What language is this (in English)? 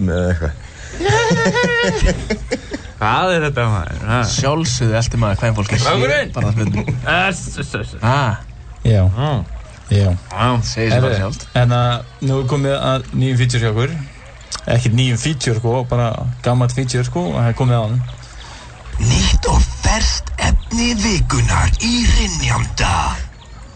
Icelandic